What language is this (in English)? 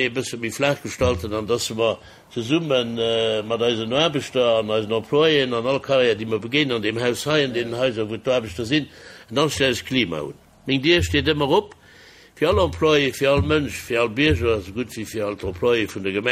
Luxembourgish